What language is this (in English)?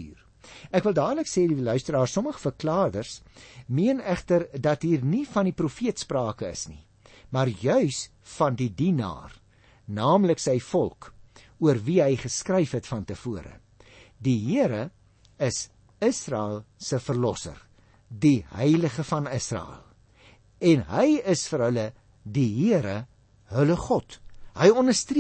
Afrikaans